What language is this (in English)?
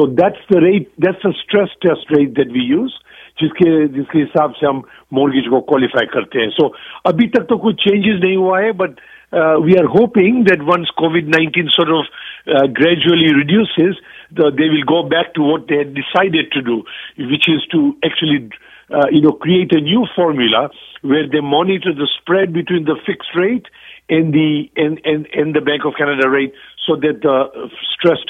Punjabi